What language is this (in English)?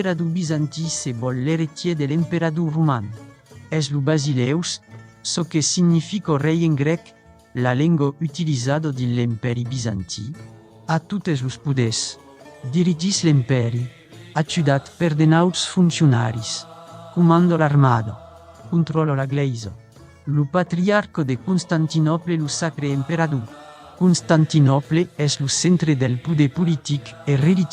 Occitan